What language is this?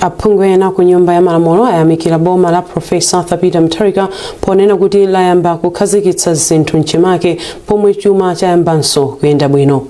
Nyanja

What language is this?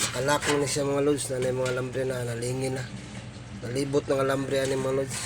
Cebuano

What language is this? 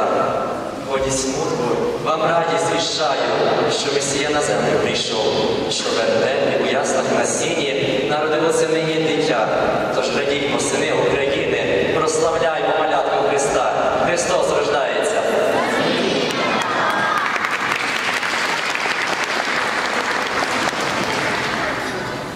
Ukrainian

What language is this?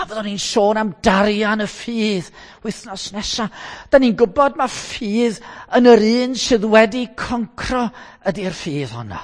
Welsh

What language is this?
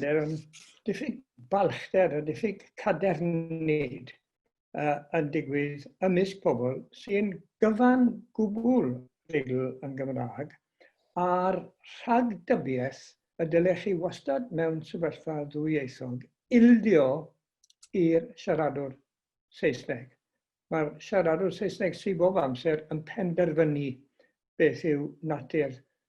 Welsh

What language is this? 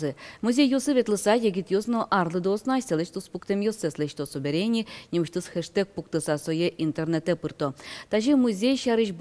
Udmurt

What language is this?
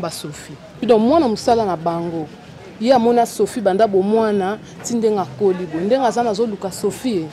Lingala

